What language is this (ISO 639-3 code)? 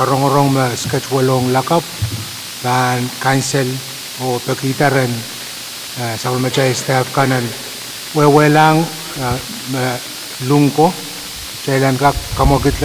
pon